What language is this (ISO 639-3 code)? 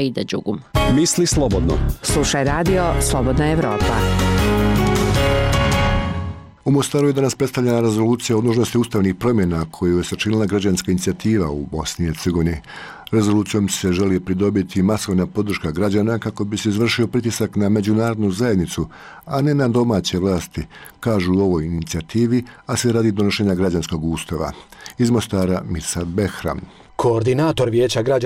bos